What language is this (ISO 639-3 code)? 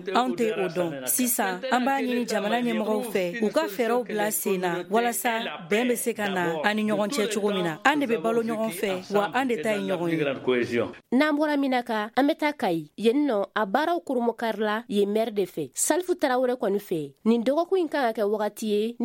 bam